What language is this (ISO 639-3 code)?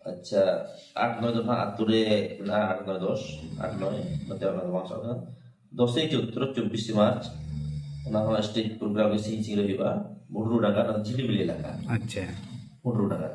sat